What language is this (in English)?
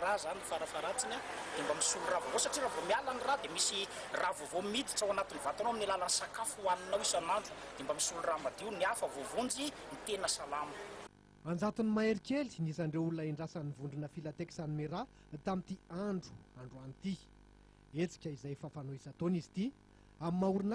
Malagasy